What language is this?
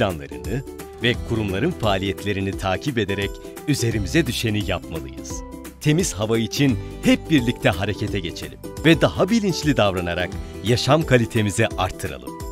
Turkish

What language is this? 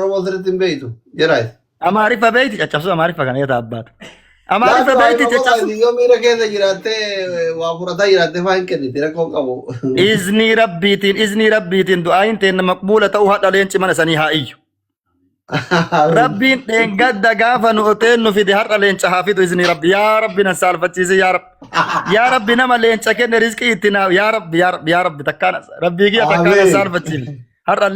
Oromo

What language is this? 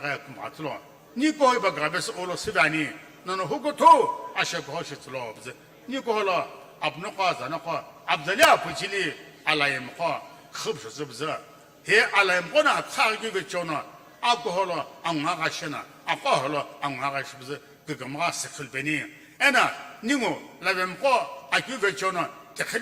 Sumi Naga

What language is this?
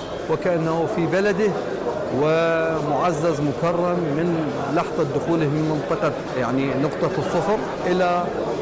Mesopotamian Arabic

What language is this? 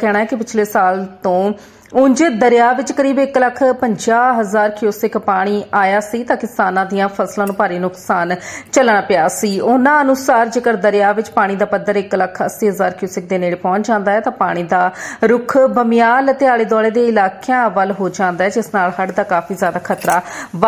Punjabi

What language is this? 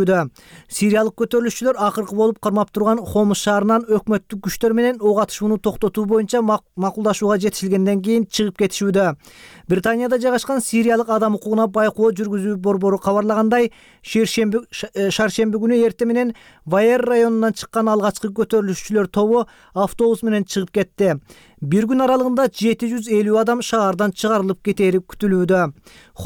Kyrgyz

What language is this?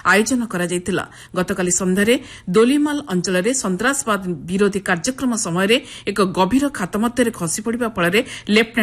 Odia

